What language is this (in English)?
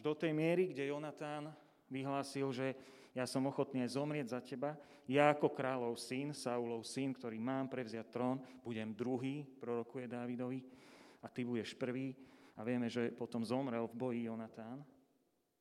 Slovak